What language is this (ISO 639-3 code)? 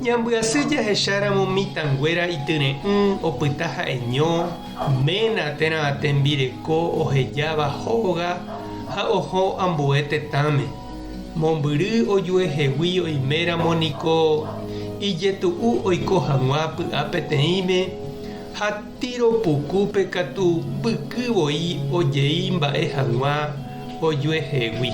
grn